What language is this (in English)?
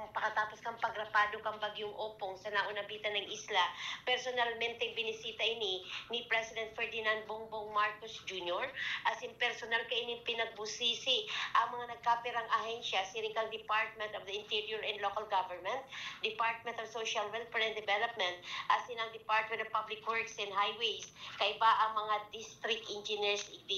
Bikol